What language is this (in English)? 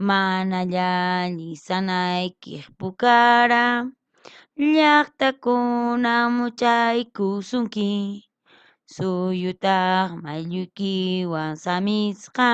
Quechua